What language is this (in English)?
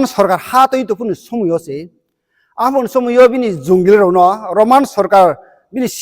Riang (India)